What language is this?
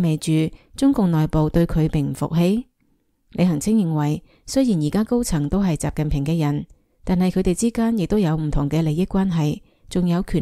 Cantonese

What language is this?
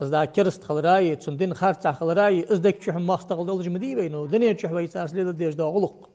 Ingush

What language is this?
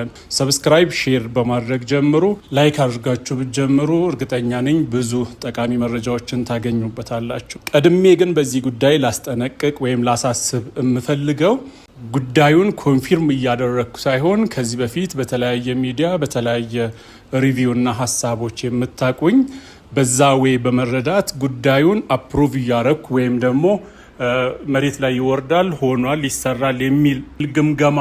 Amharic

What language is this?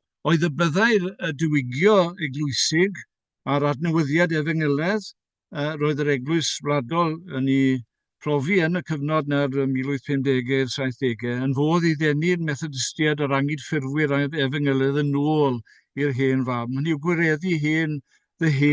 Welsh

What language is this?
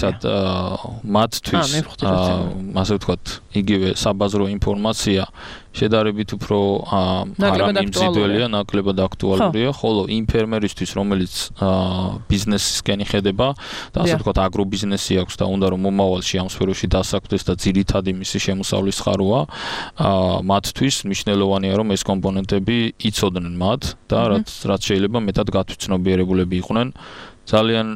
Georgian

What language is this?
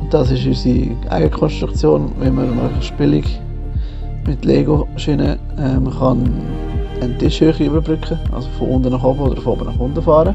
Swiss German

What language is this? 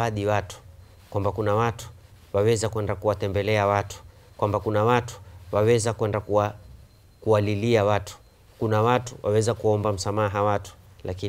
Swahili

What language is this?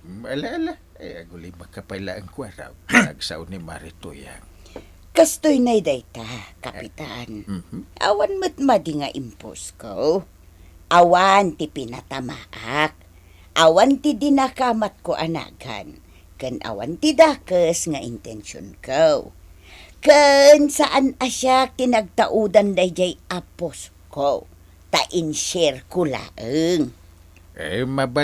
Iloko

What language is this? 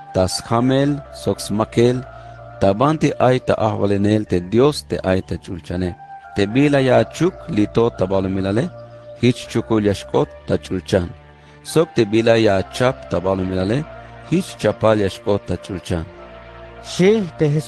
Tzeltal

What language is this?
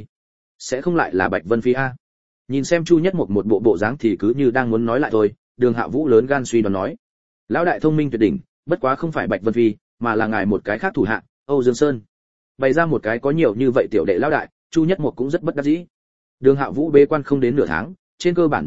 Vietnamese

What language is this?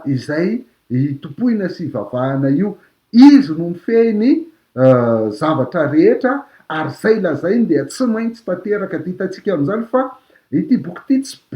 Malagasy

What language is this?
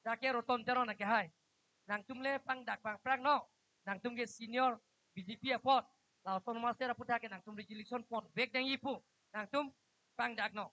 Karbi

